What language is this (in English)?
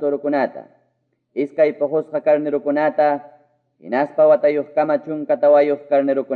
Quechua